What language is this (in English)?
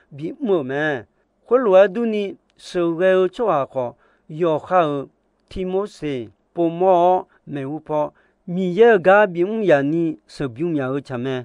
Akha